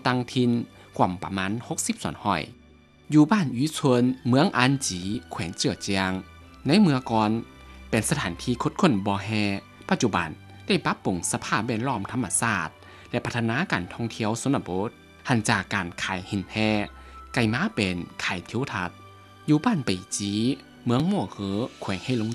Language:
Lao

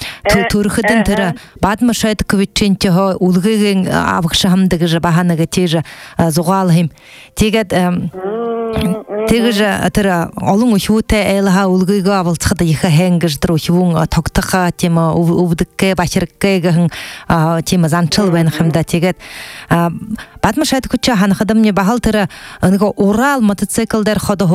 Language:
Buriat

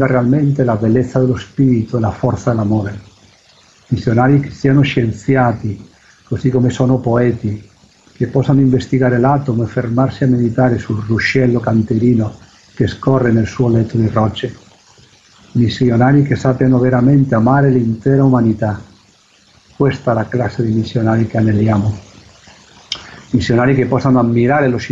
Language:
Italian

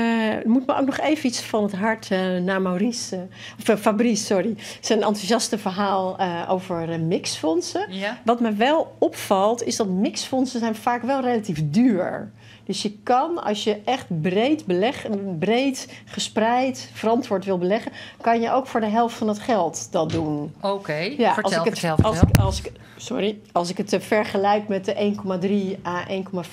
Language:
Dutch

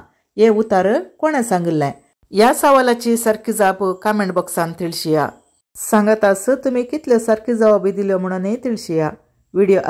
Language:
Konkani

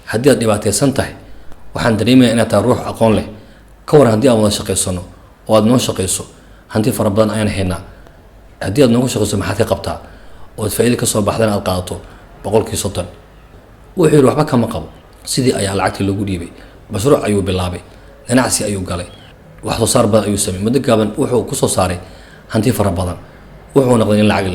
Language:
Somali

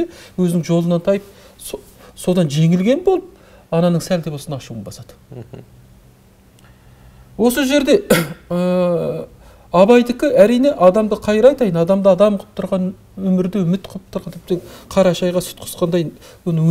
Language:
Kazakh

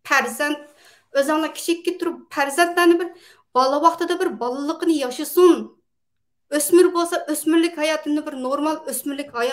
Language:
Uyghur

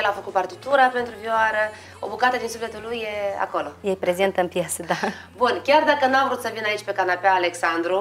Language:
Romanian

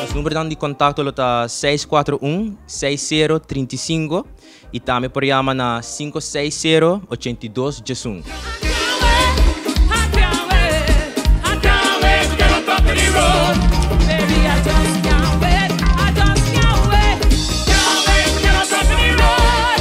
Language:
Papiamento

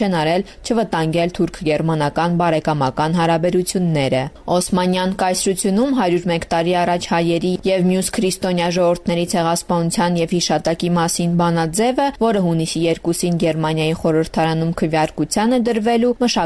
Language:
Armenian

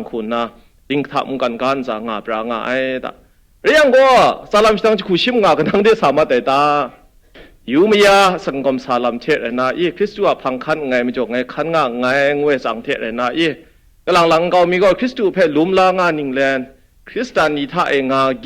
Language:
Kachin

